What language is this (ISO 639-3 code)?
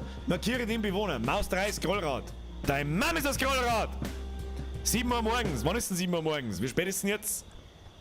bar